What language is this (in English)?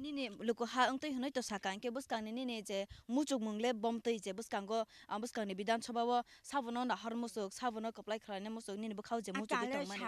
Kok Borok